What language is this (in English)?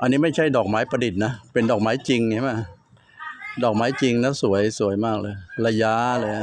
Lao